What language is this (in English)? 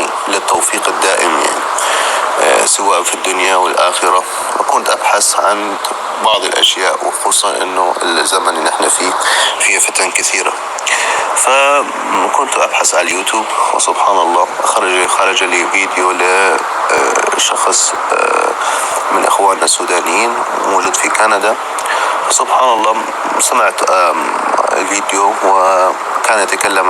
North Levantine Arabic